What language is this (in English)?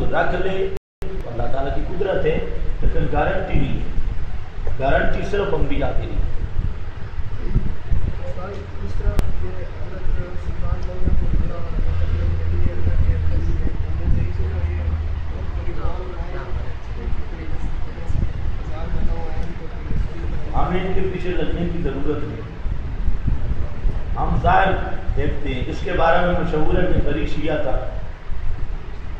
Urdu